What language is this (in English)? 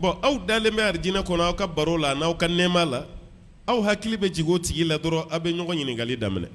Bambara